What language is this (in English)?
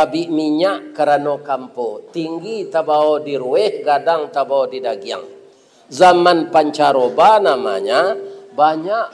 Minangkabau